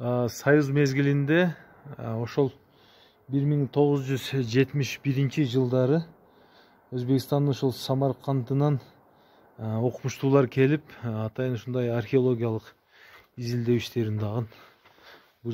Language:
Kyrgyz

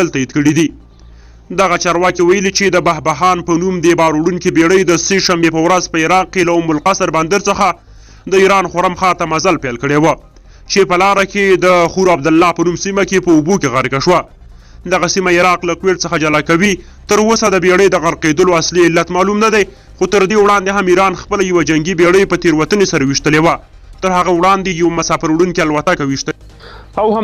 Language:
Pashto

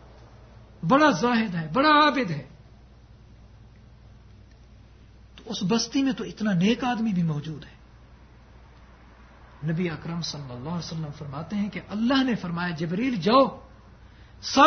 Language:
Urdu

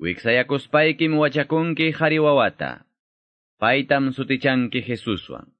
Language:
Quechua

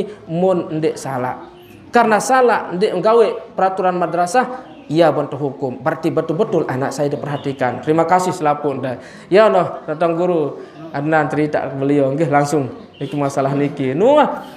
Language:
Sasak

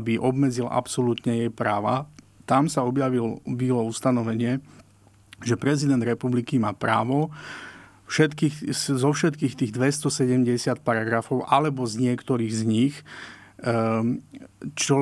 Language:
Slovak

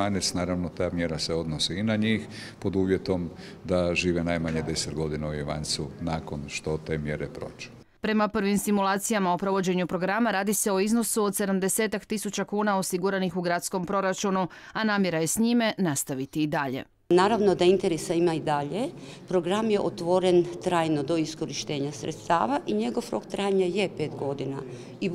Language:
Croatian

